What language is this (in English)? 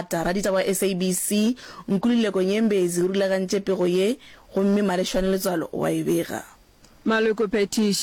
Northern Sotho